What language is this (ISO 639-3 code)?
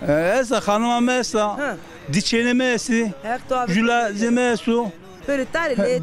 zza